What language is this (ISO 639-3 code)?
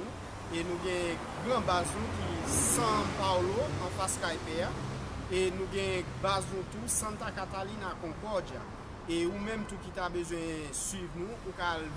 hat